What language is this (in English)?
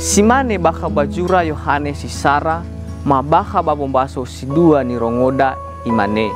Nias